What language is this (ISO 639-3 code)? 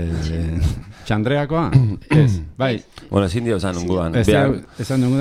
eus